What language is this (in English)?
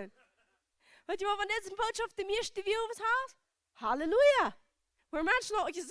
Plautdietsch